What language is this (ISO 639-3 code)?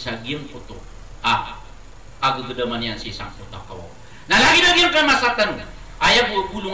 mrw